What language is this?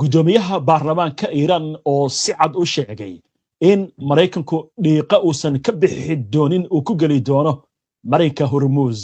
Somali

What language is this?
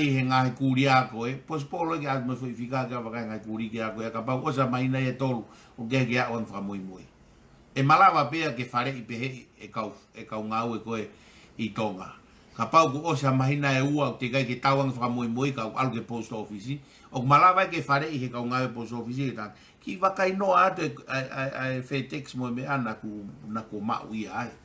Tongan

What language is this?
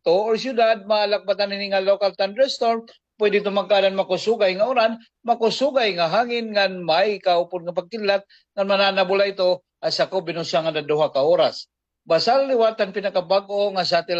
Waray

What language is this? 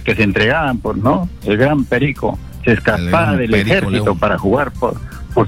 Spanish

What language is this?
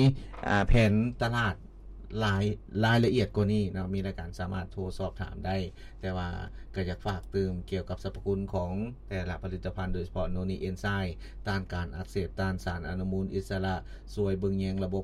Lao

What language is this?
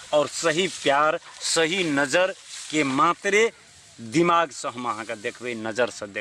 Maithili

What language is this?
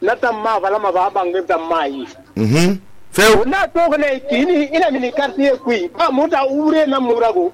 Susu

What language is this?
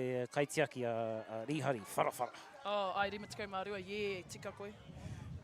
Māori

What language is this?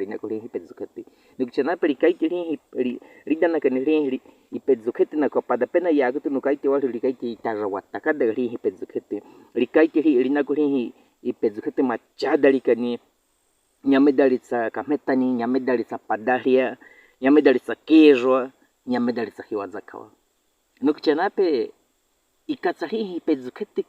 Baniwa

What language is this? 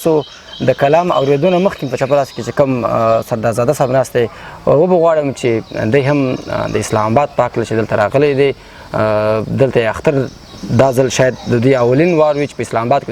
Pashto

